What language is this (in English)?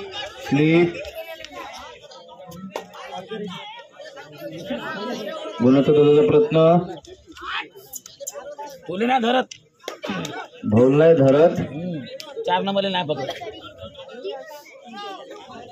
Marathi